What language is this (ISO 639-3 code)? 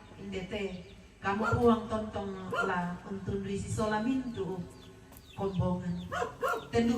sda